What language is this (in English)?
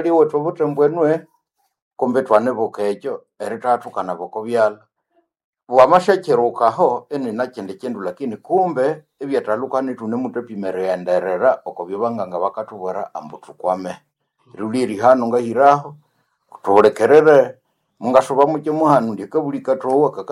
Nande